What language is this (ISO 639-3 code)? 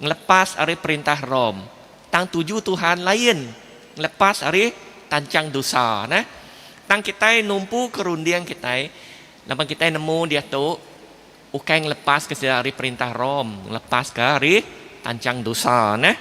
iba